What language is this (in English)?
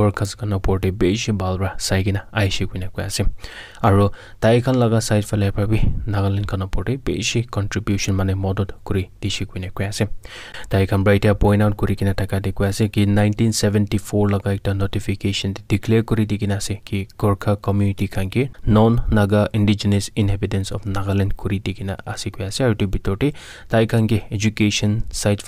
Naga Pidgin